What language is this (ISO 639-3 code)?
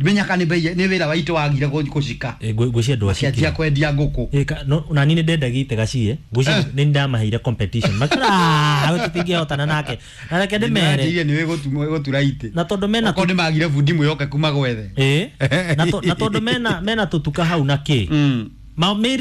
kik